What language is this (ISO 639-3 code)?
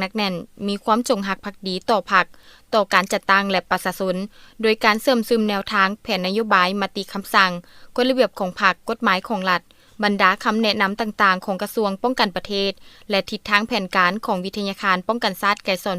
lao